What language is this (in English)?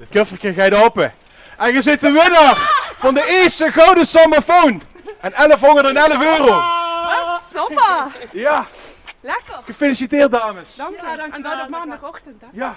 Limburgish